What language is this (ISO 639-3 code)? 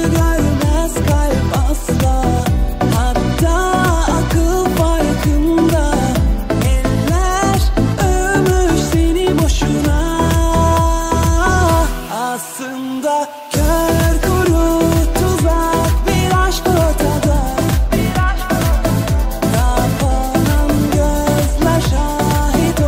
tur